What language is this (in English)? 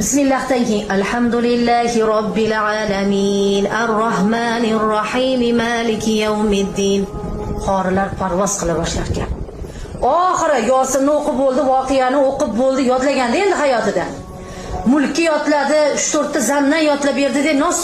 Uzbek